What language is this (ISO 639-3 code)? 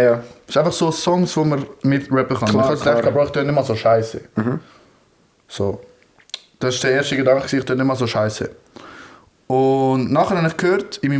gsw